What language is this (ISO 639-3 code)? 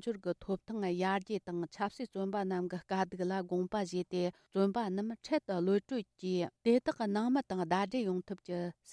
bod